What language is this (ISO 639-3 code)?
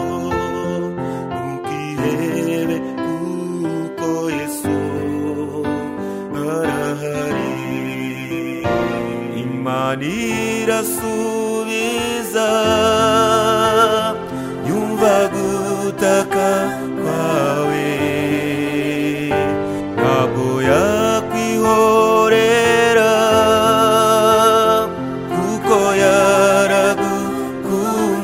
kin